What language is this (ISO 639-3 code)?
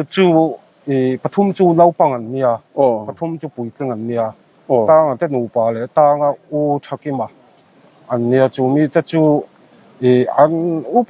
lus